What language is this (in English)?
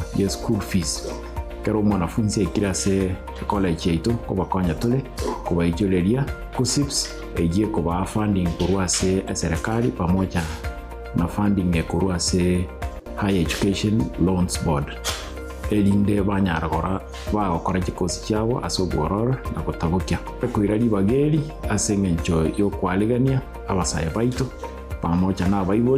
Gusii